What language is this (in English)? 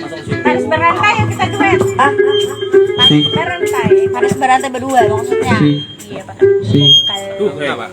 Banjar